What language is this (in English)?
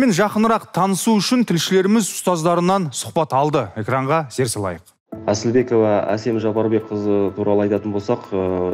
Kazakh